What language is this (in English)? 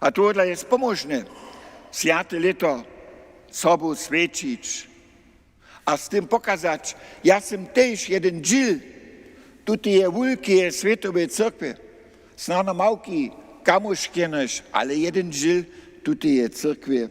Upper Sorbian